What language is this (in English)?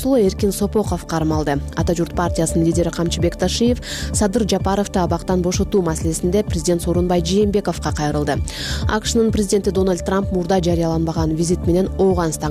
Kyrgyz